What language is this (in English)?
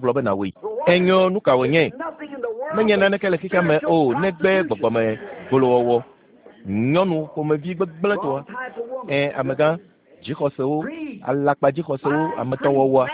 Ewe